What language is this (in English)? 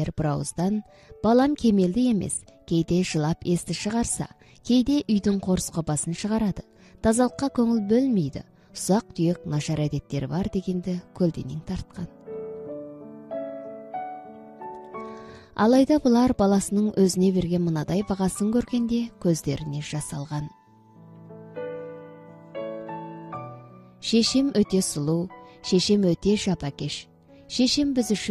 Kazakh